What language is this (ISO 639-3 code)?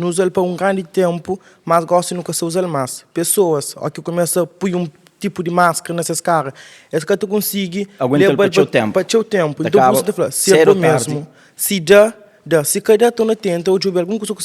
kea